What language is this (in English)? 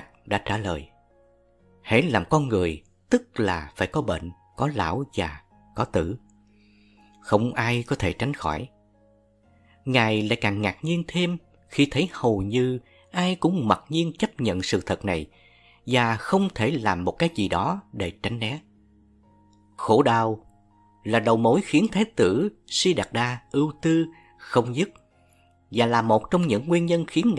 Vietnamese